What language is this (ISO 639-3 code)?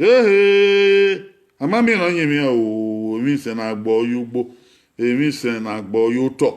bin